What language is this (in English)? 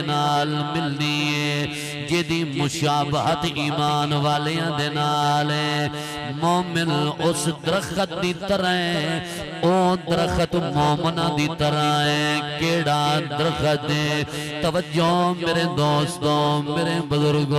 Saraiki